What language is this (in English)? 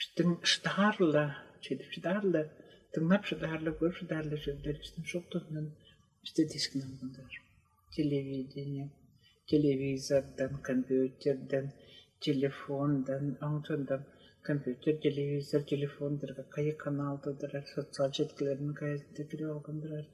Tuvinian